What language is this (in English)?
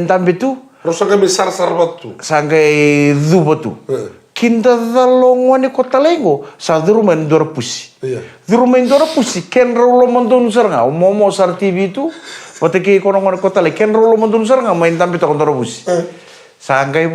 Fijian